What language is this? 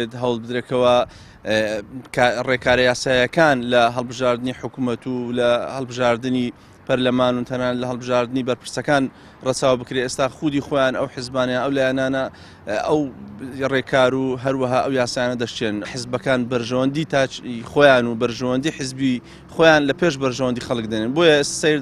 Central Kurdish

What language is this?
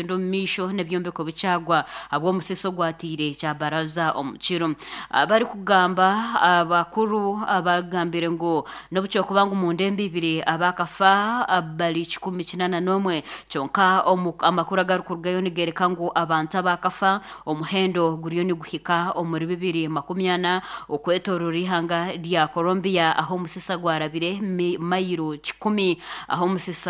Nyankole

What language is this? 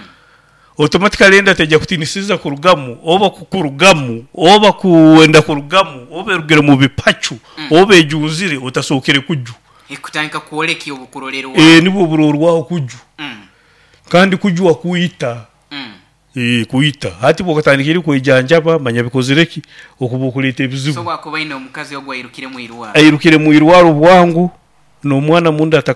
Nyoro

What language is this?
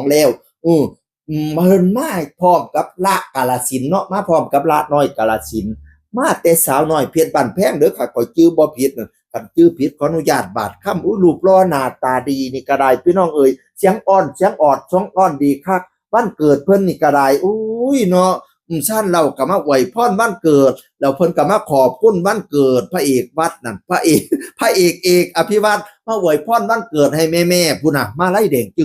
Northeastern Thai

